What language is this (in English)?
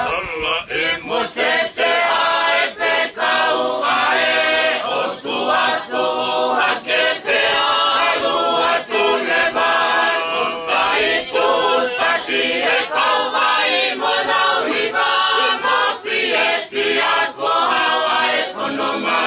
Tongan